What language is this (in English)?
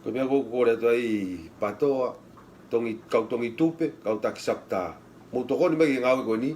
Tongan